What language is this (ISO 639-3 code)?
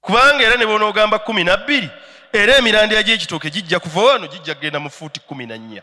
lug